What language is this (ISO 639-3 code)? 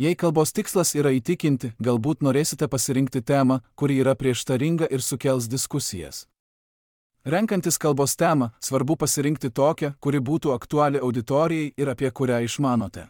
lit